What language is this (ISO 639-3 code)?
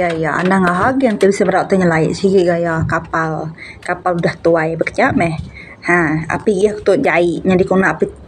iba